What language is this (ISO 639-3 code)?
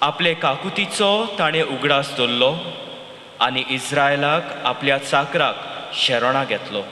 kok